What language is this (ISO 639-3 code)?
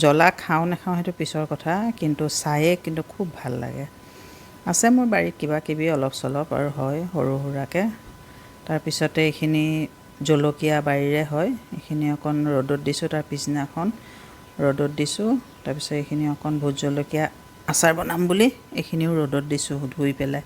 asm